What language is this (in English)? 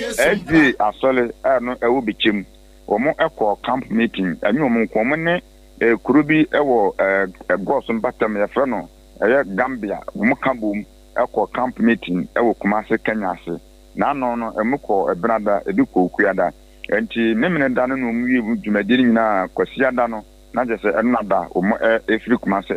Akan